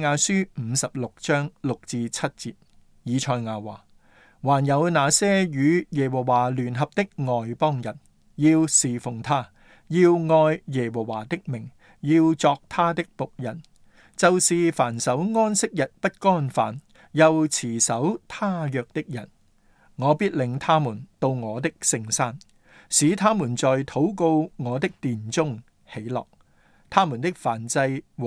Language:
Cantonese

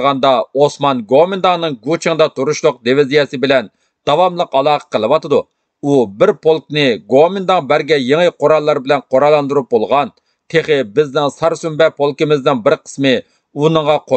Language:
Uyghur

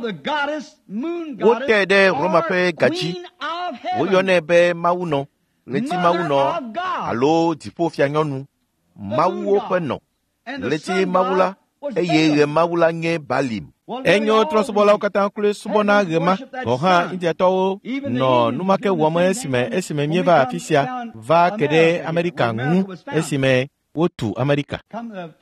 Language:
Ewe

